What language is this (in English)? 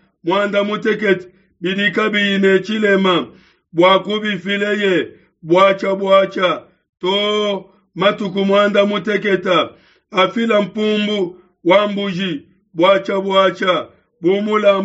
Luba-Lulua